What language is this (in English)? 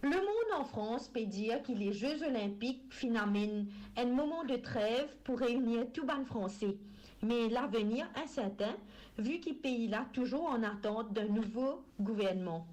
Morisyen